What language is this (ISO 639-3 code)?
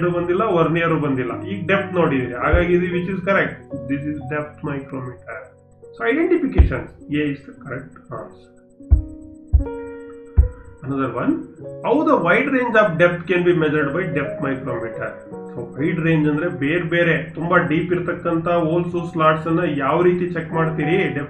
kan